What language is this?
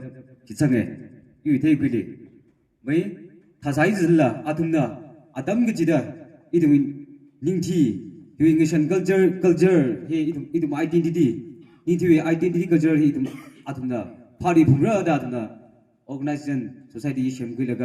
Tangkhul Naga (India)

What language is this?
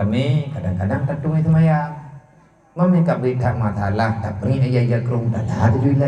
Achinese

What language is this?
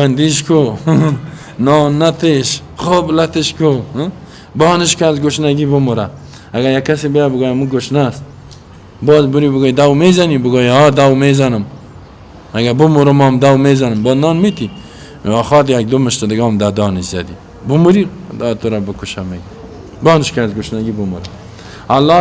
Persian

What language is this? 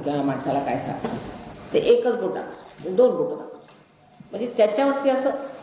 Marathi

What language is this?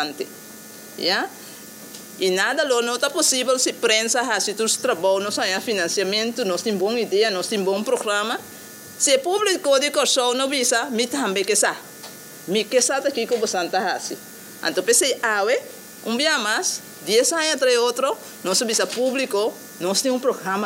Papiamento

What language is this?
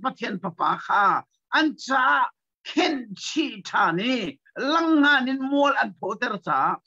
Hakha Chin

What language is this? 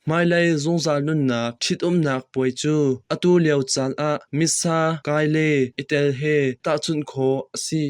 Hakha Chin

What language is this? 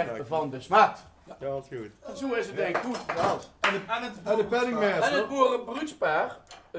Limburgish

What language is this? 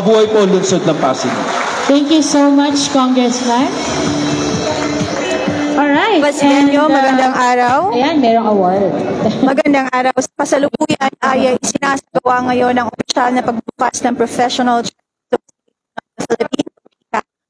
Filipino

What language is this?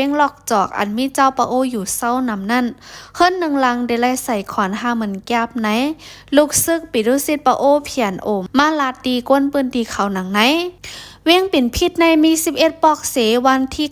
Shan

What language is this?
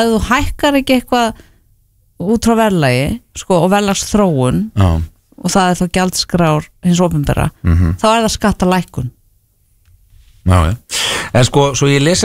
Icelandic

